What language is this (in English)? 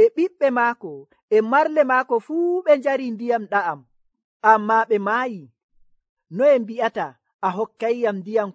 Nigerian Fulfulde